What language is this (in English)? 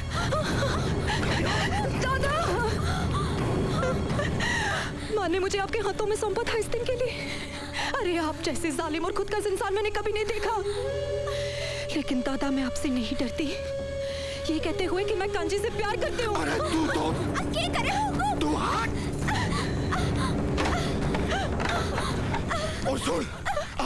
Hindi